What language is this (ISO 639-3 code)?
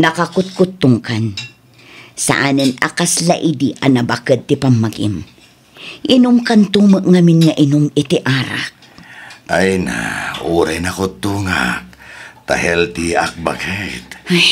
ilo